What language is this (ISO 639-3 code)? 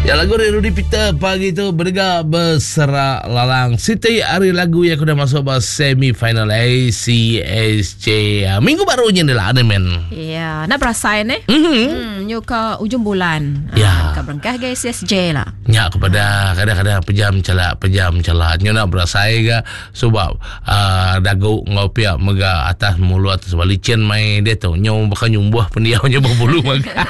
iba